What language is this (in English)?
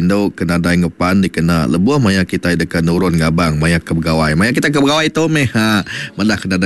Iban